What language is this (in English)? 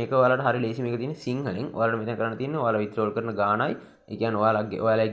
Sinhala